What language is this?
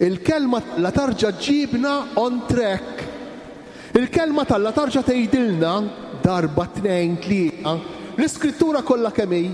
Maltese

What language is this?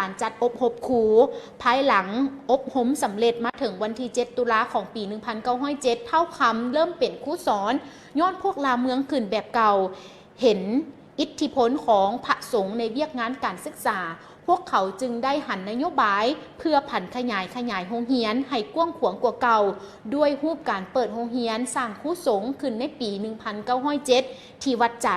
Lao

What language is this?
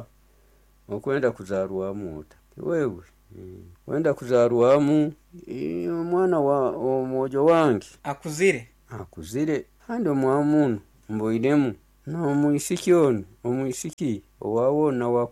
Nyoro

